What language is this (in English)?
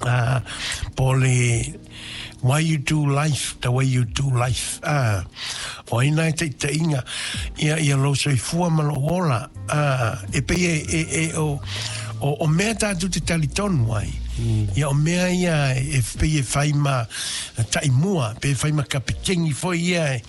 Samoan